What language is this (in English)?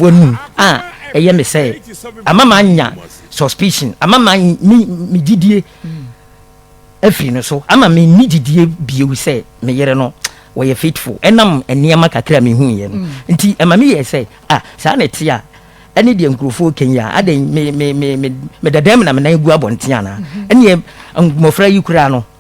Akan